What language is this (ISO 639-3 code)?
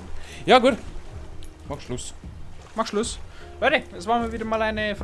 bar